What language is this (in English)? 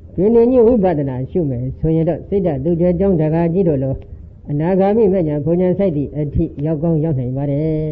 Burmese